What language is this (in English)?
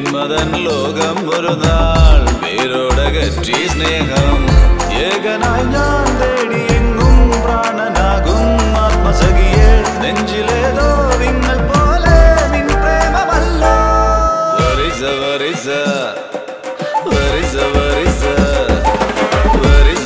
Malayalam